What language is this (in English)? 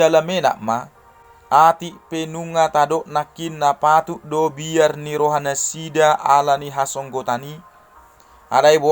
Batak Toba